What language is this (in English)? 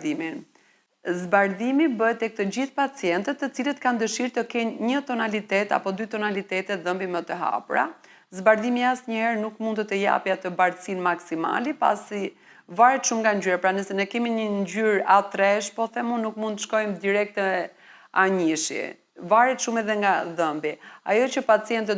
Albanian